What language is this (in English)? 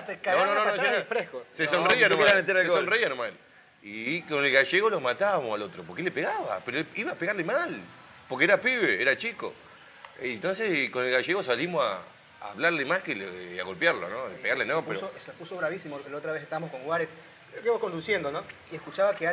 Spanish